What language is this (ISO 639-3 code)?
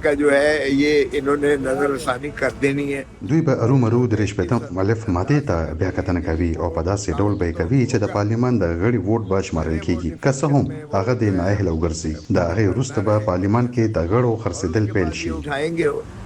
pus